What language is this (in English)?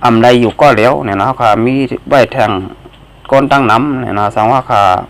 Shan